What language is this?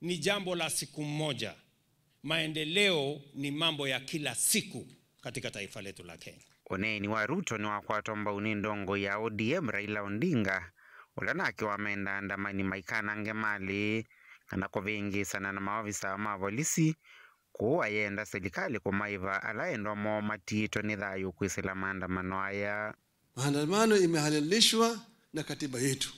Kamba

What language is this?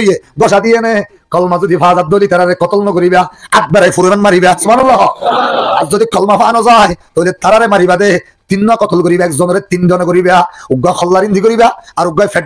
Rohingya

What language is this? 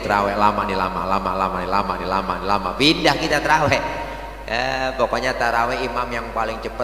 Betawi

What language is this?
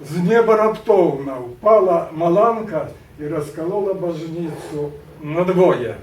Belarusian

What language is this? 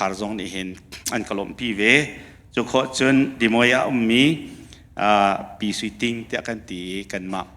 Hakha Chin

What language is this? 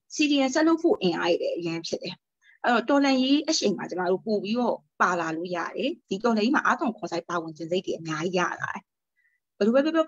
Burmese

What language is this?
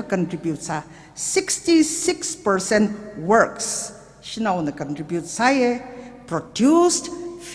Tangkhul Naga (India)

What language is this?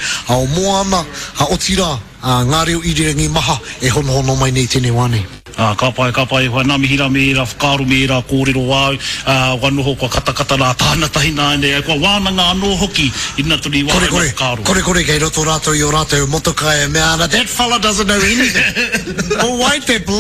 Māori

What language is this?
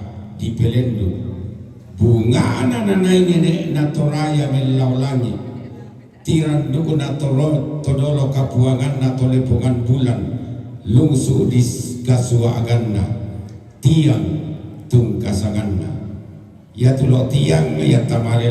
Toraja-Sa'dan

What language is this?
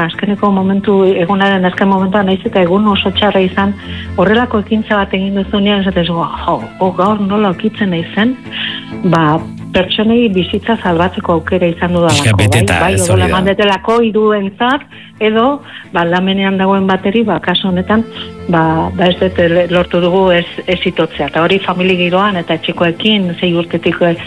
Basque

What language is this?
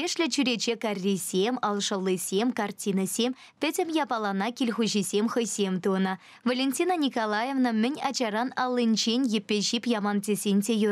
Chuvash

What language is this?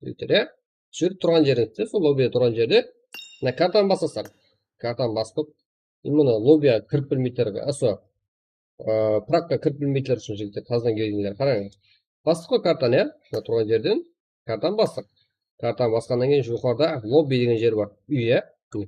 Kara-Kalpak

